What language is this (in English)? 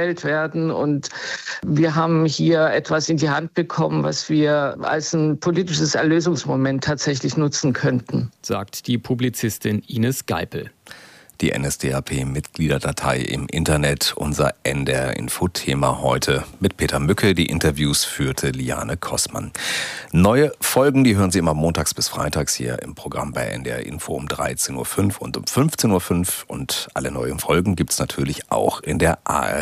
German